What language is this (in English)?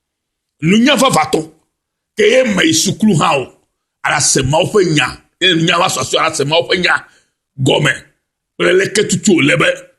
Ewe